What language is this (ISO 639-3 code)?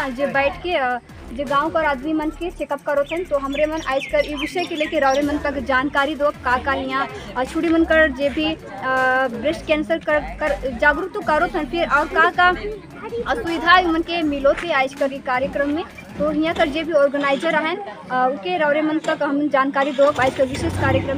sck